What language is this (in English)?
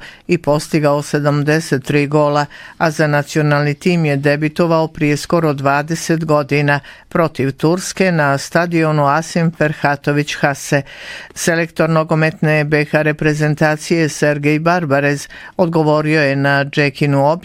Bosnian